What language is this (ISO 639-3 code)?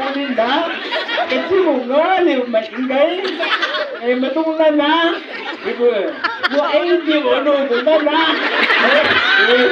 nbc